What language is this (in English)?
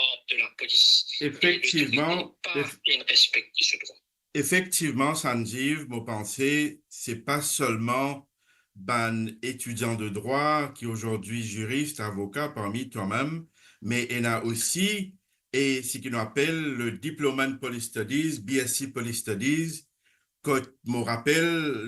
Morisyen